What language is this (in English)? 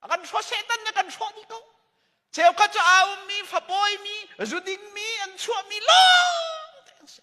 Hakha Chin